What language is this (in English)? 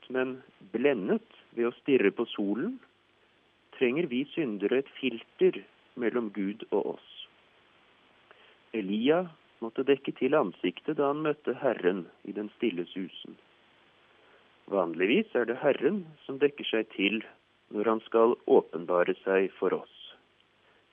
Norwegian